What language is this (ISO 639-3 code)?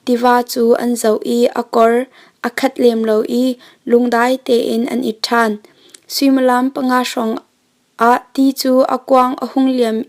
cnh